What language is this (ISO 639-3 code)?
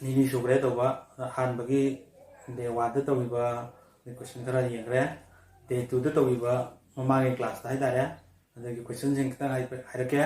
mni